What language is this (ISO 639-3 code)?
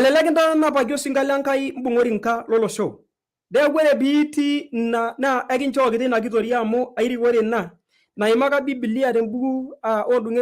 mas